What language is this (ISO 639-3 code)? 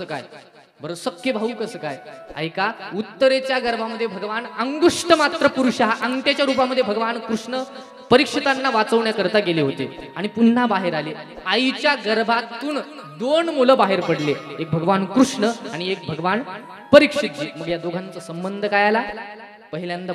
mar